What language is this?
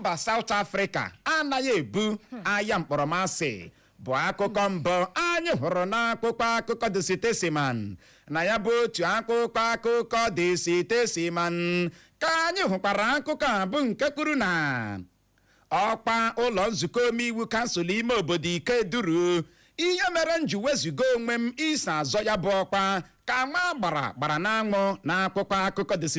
Igbo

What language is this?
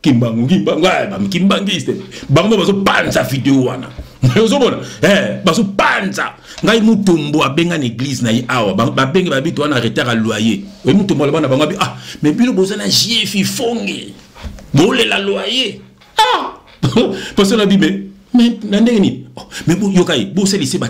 Lingala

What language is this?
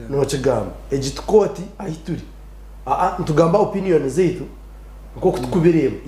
Nyankole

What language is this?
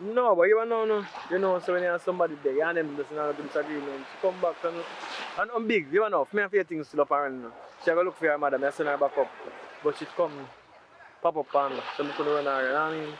Jamaican Creole English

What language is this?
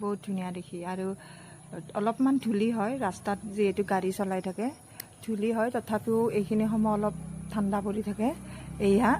Assamese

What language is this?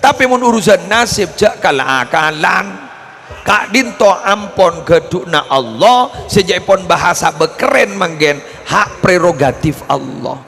Madurese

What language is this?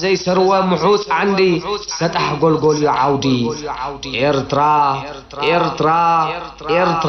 Tigrinya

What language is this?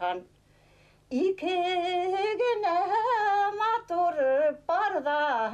Bashkir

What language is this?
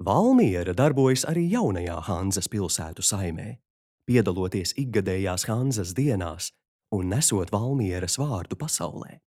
Latvian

